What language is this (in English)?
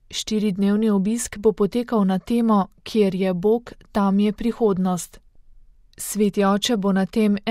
Slovenian